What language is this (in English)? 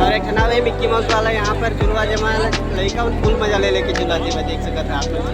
Chhattisgarhi